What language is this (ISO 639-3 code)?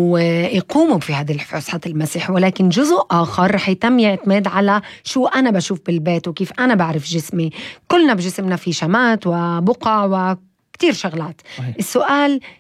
apc